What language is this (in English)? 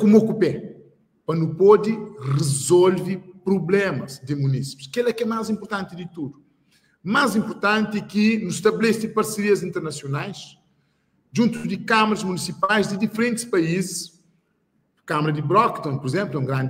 Kabuverdianu